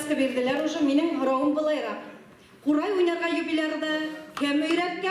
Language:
Bashkir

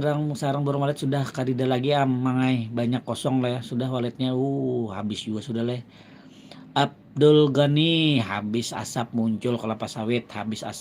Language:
Banjar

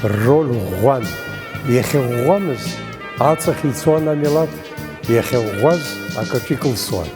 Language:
Abkhazian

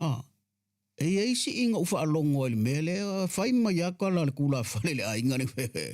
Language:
Samoan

